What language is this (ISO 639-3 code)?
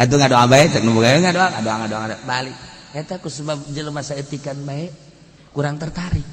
sun